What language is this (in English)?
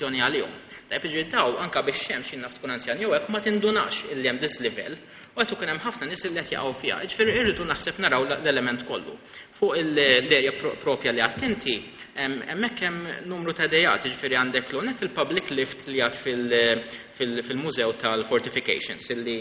Maltese